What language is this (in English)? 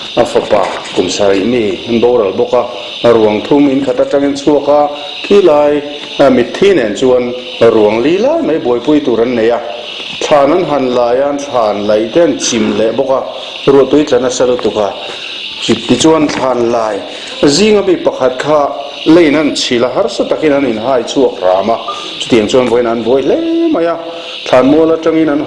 Mizo